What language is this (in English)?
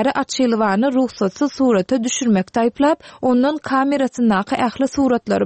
Turkmen